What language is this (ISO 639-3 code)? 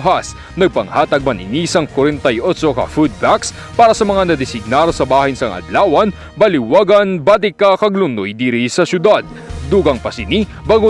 hil